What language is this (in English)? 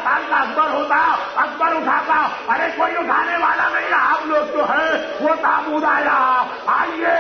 Urdu